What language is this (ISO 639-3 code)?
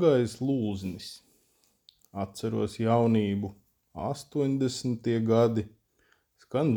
lav